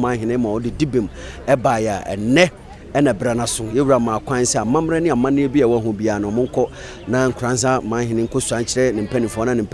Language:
Akan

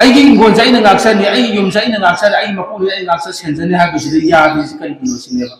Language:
Manipuri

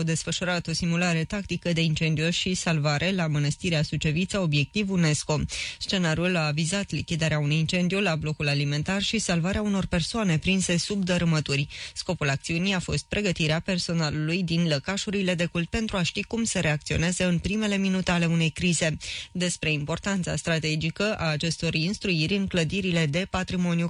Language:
Romanian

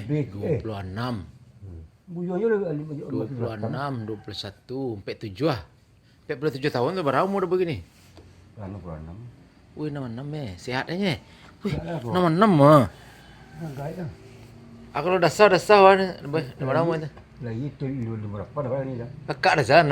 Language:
Minangkabau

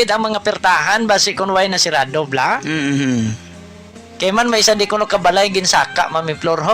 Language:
Hiligaynon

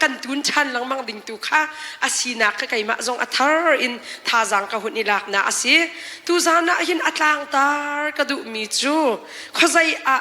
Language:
Hakha Chin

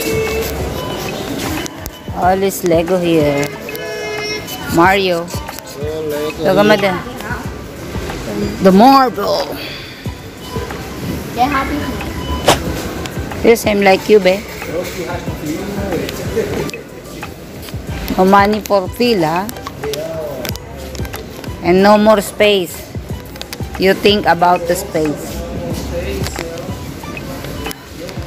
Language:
Filipino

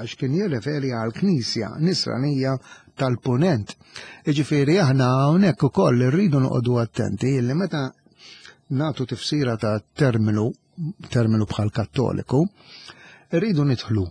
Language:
Maltese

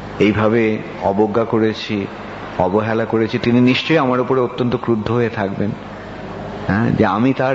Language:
Bangla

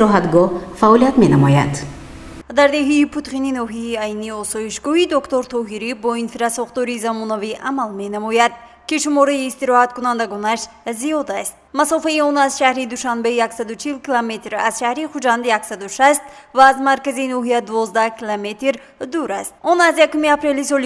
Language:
Tajik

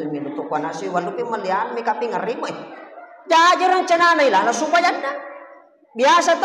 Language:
Buginese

